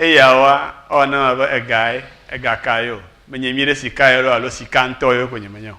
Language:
Ewe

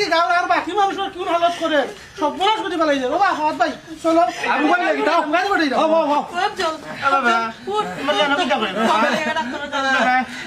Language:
Sylheti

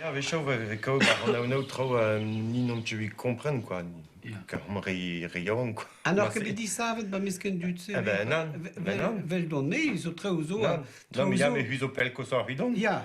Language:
Breton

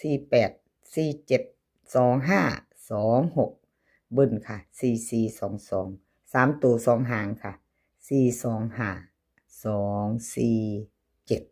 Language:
Northeastern Thai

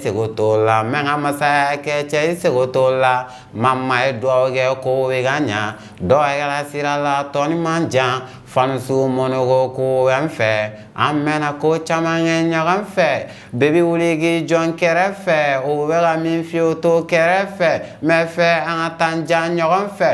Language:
Bambara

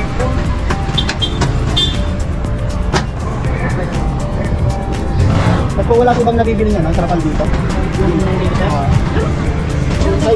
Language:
Filipino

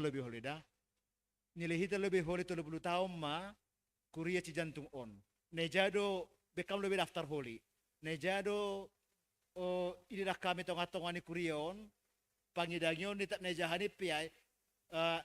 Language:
Batak Simalungun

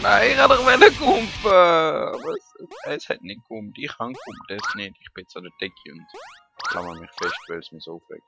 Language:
Swiss German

